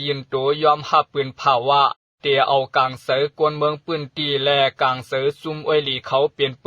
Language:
Shan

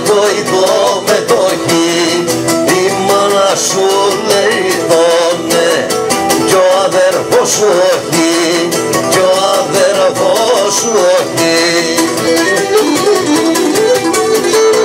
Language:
Greek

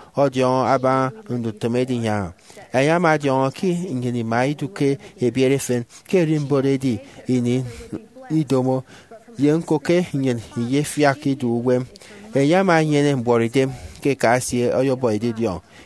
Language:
Efik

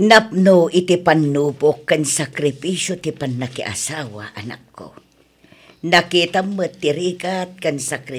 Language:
Iloko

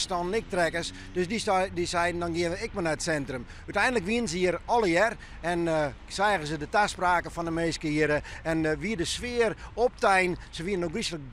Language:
Western Frisian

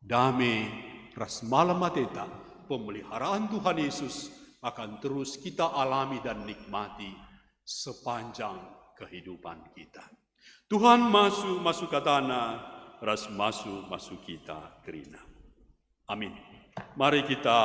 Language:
Batak Karo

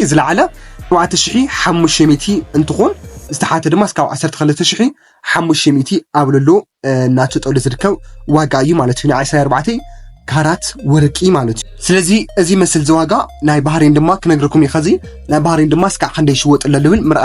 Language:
Tigrinya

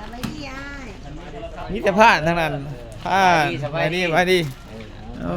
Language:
Lao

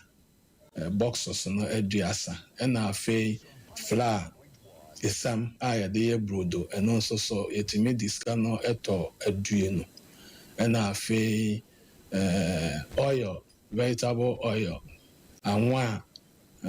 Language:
Akan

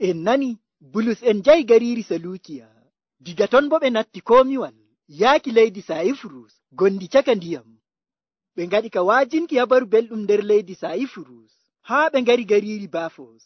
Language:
Nigerian Fulfulde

